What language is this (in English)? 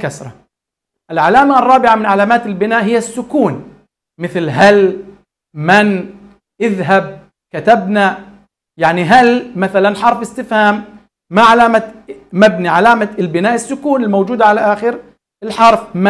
Arabic